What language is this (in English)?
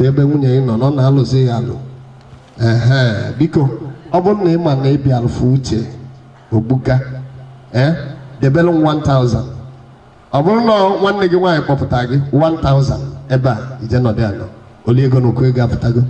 Igbo